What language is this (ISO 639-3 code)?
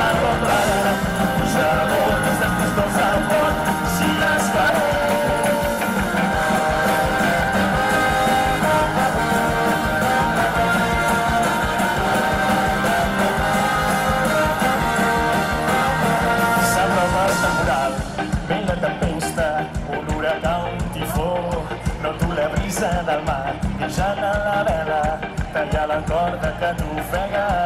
cat